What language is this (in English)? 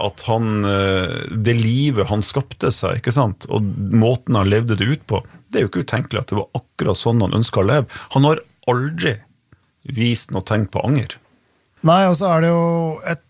Norwegian